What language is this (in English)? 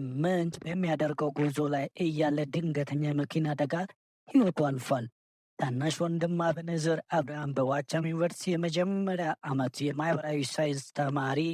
Amharic